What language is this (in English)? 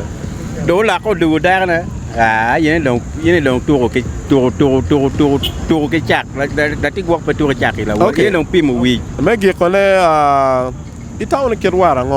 Acoli